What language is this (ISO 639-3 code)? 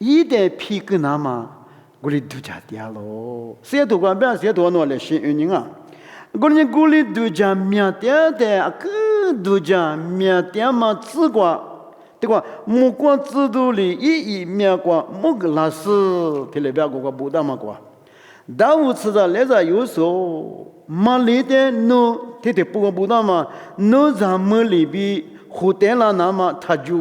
lis